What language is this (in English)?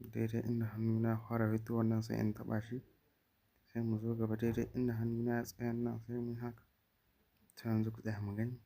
Hausa